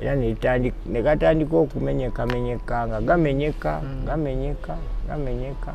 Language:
Ganda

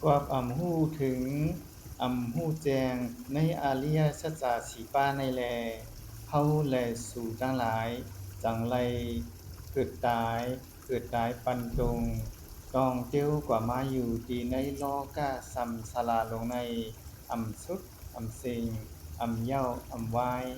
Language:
Shan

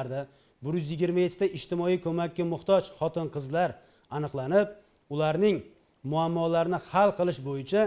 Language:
Uzbek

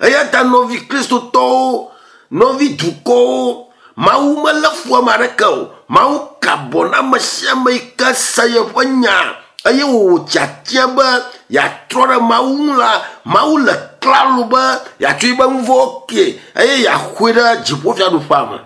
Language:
Ewe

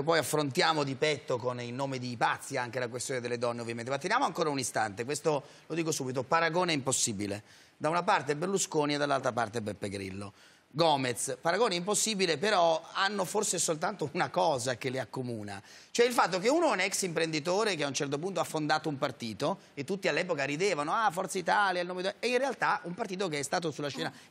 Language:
Italian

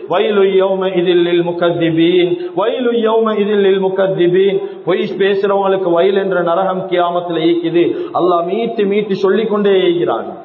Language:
Tamil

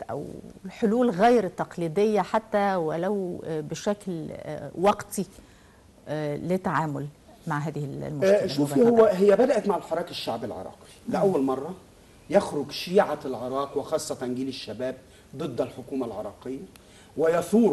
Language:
Arabic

